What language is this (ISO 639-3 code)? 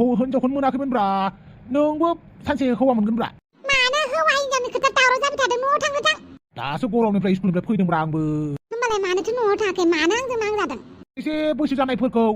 brx